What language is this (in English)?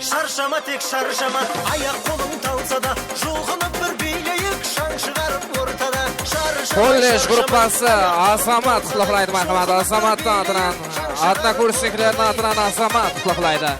Kara-Kalpak